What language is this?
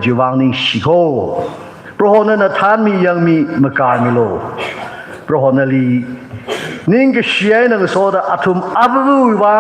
Tangkhul Naga (India)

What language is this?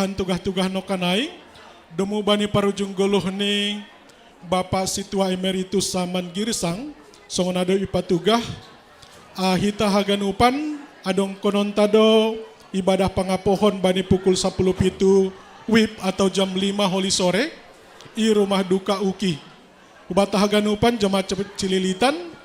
Batak Simalungun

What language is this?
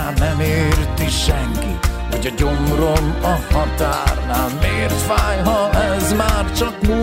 Hungarian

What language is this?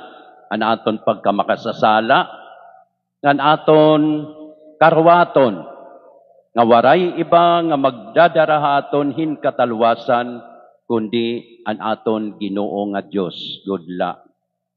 Waray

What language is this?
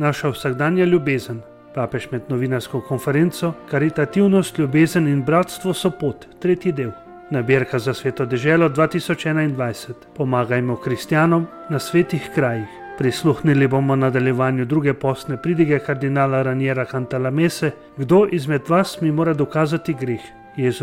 Slovenian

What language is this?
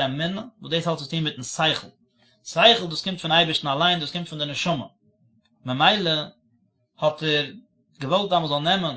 Yiddish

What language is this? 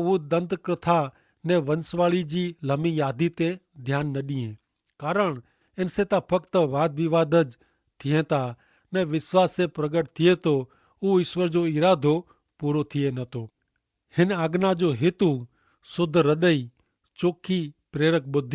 Kachhi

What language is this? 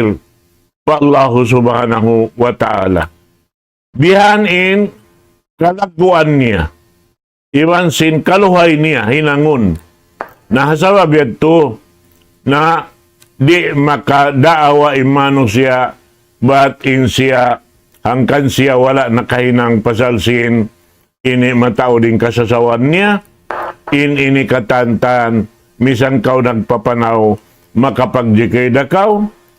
Tausug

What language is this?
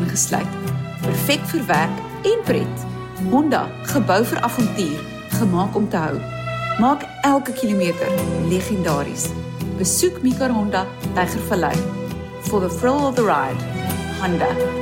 Afrikaans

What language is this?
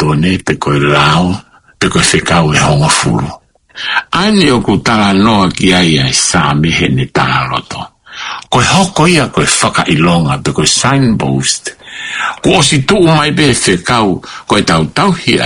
Tongan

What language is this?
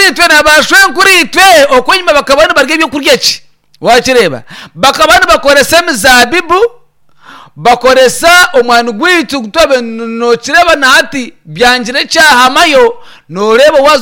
Nyankole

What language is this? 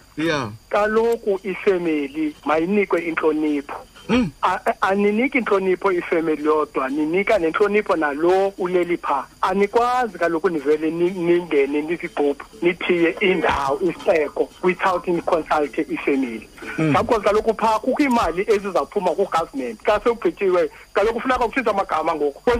Xhosa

